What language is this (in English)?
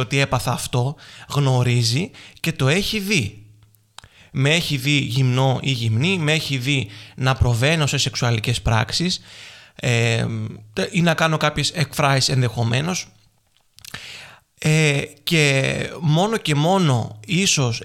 Greek